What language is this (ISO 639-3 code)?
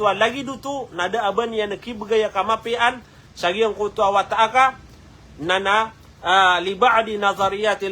mrw